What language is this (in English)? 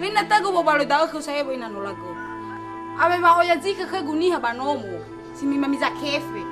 Nias